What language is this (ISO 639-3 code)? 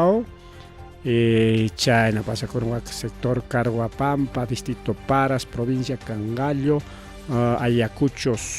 quy